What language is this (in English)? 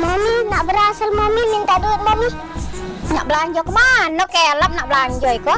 Musi